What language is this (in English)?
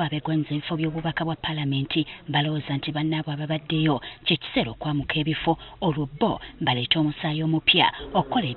Ganda